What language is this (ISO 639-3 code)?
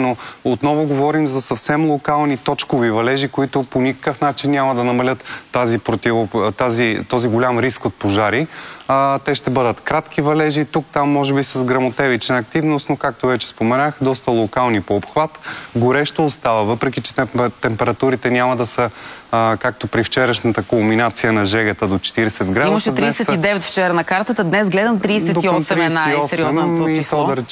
bul